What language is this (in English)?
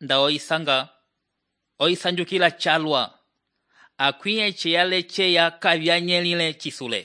Umbundu